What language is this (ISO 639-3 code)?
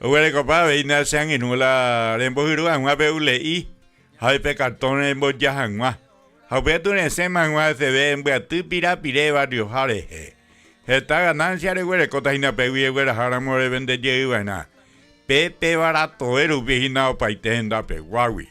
grn